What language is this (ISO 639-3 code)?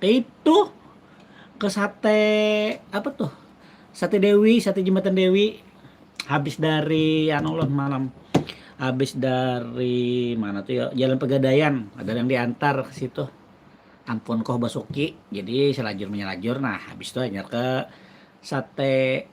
bjn